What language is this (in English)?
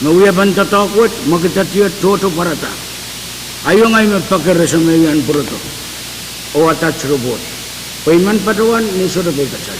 Pohnpeian